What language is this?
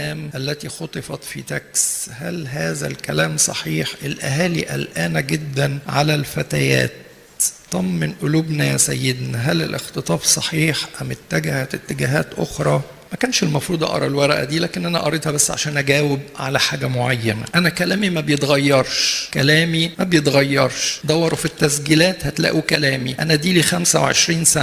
Egyptian Arabic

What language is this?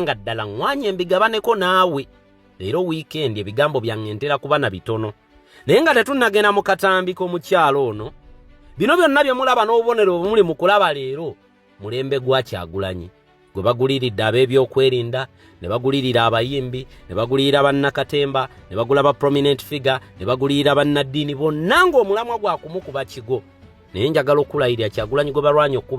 Ganda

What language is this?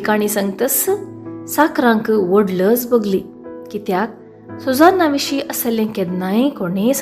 Konkani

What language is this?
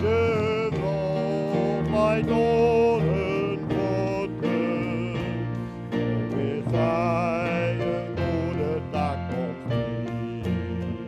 Western Frisian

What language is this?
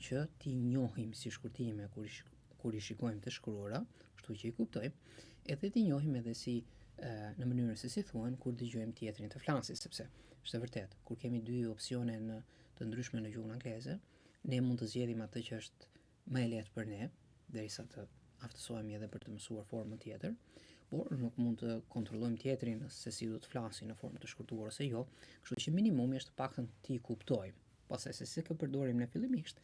Albanian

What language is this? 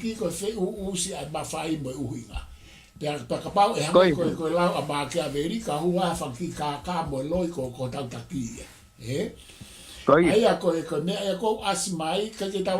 Tongan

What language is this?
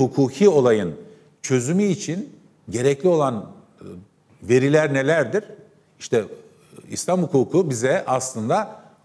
Turkish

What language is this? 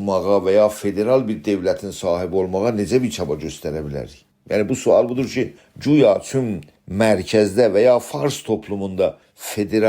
South Azerbaijani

